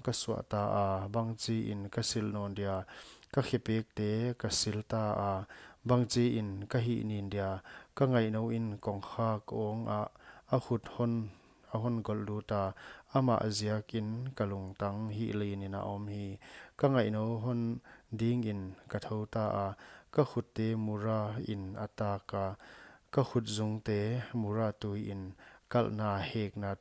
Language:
Paite Chin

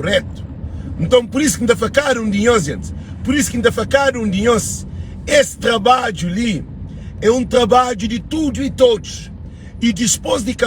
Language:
Kabuverdianu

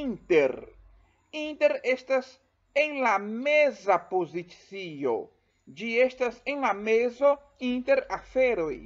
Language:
Esperanto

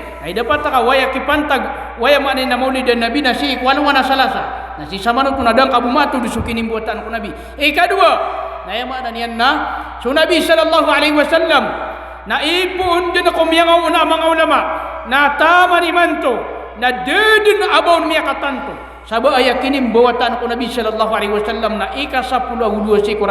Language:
Maranao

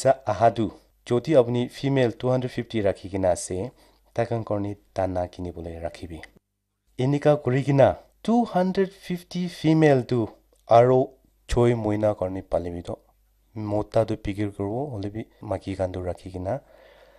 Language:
Naga Pidgin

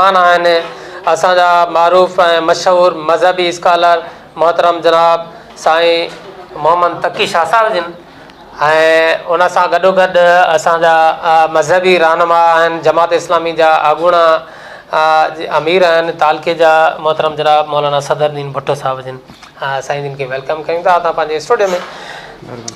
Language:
Sindhi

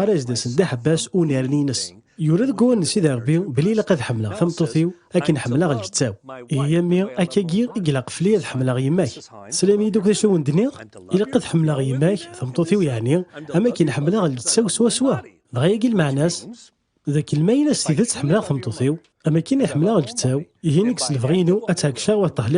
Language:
Kabyle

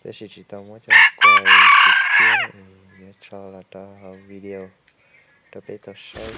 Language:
Hmong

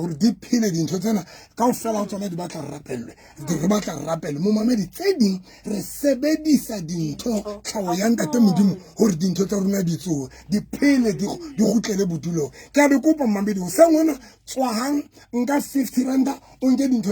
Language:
Southern Sotho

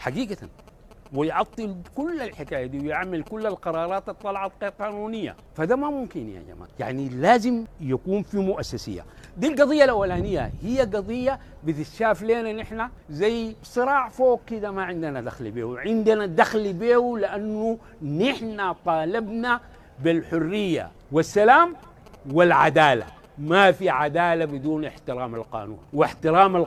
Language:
Sudanese Arabic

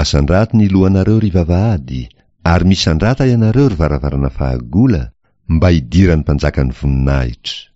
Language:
Malagasy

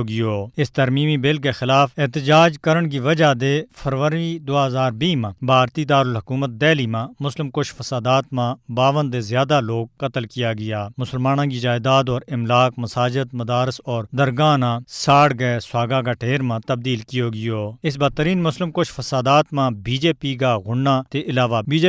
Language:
Gujari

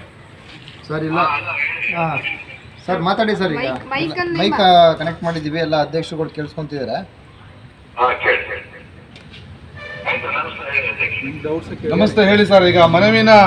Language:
Kannada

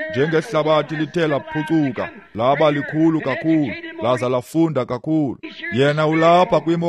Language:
Xhosa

